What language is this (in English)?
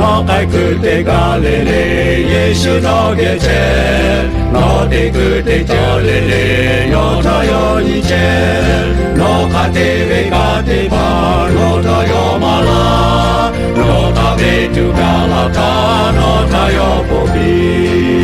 Lahu